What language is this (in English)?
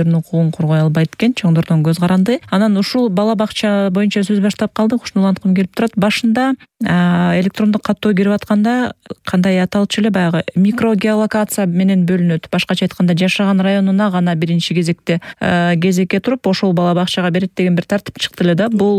Kyrgyz